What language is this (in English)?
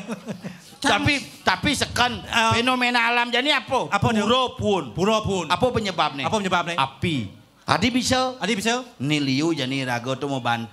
Balinese